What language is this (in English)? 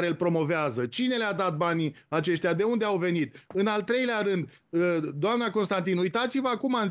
Romanian